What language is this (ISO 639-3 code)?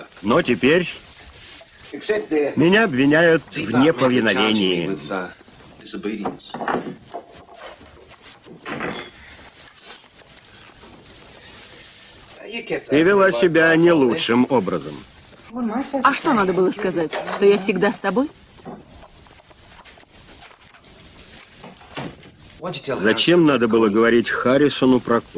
rus